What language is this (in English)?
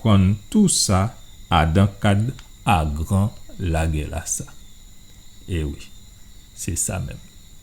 Guadeloupean Creole French